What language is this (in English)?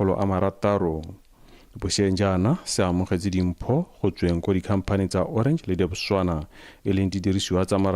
Tswana